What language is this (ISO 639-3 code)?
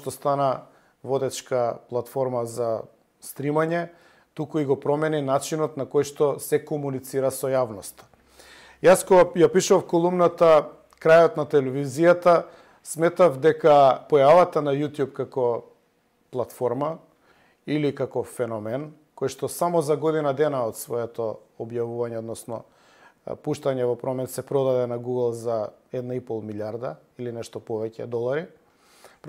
mkd